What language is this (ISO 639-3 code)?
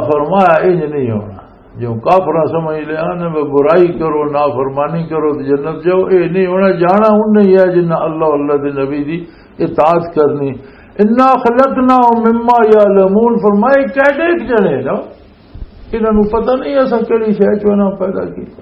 lah